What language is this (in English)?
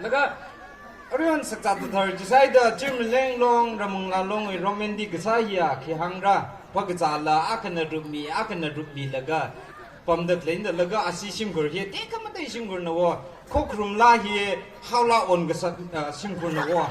Tangkhul Naga (India)